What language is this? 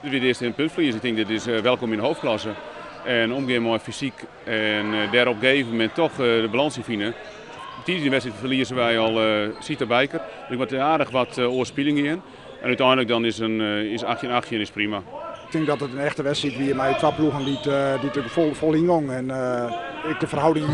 Western Frisian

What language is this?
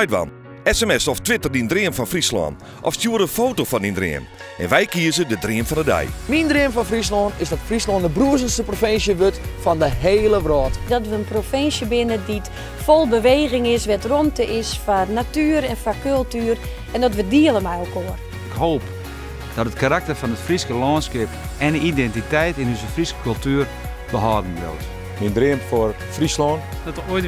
Western Frisian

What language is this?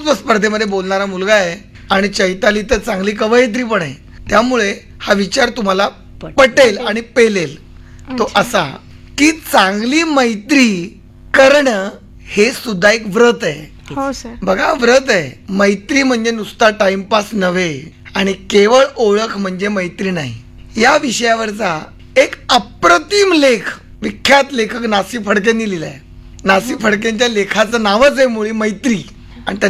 Marathi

